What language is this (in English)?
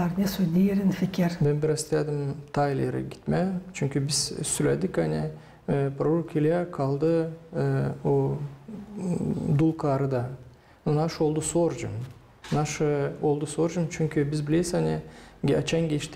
Gagauz